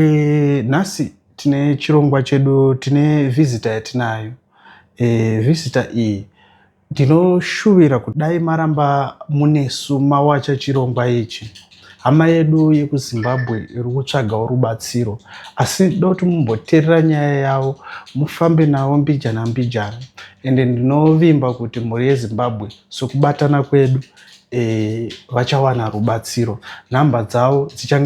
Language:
Shona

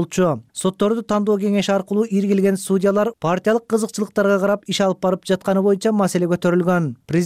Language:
Kyrgyz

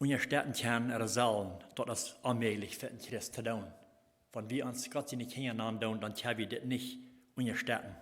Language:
Plautdietsch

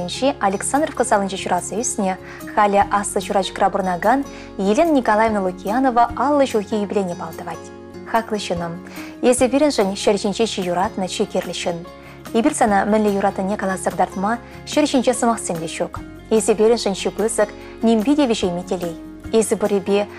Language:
Chuvash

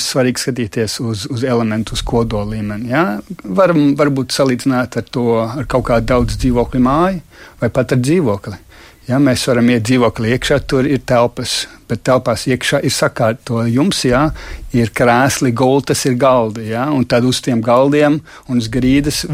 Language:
Latvian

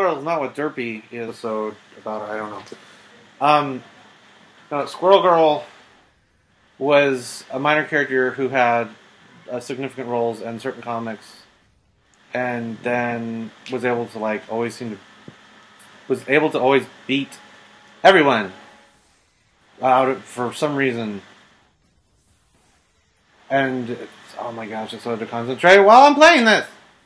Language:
English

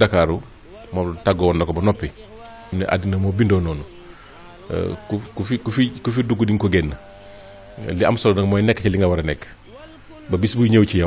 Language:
Wolof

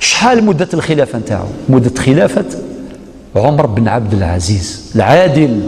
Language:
Algerian Arabic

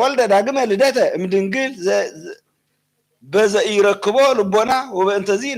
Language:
Geez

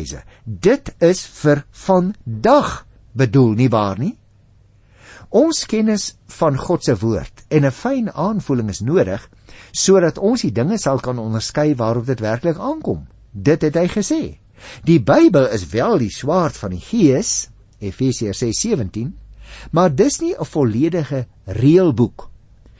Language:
Afrikaans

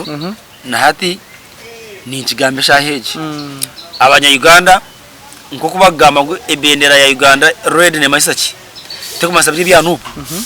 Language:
Nyankole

